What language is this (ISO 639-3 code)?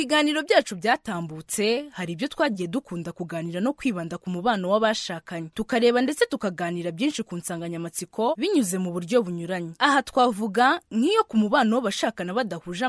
kin